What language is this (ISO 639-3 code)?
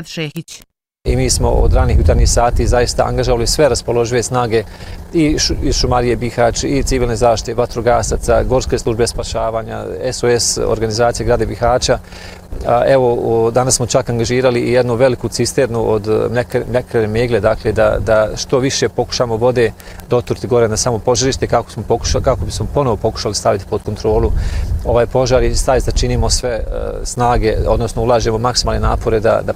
bos